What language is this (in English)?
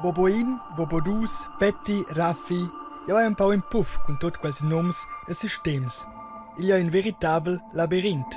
Romansh